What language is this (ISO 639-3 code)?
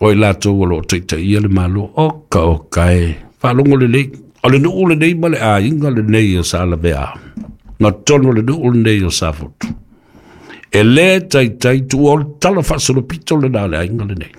smo